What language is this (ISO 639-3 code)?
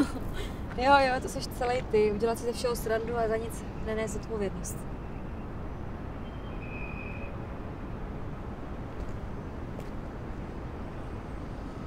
ces